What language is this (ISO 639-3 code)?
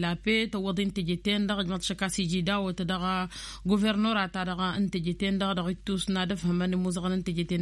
taq